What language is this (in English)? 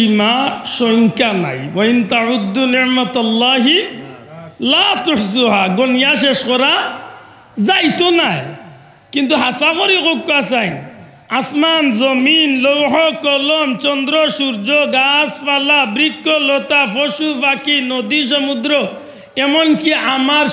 Sylheti